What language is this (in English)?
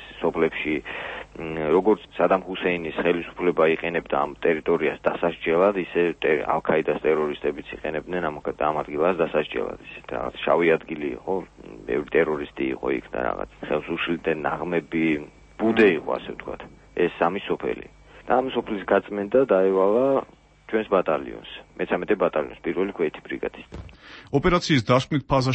Georgian